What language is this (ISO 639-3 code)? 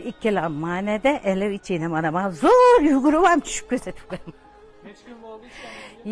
uzb